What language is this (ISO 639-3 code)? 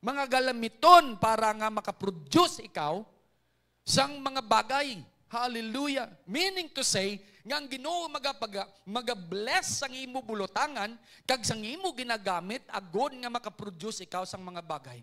hil